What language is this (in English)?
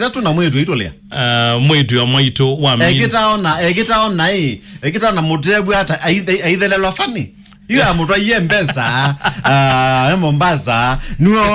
Kamba